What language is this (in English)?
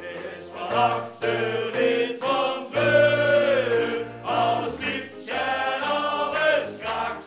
Limburgish